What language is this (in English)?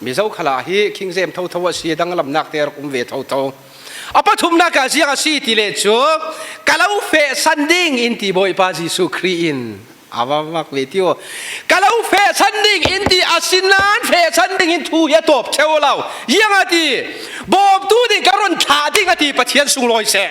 Falam Chin